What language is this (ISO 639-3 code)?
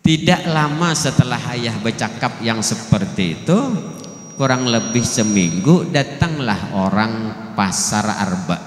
bjn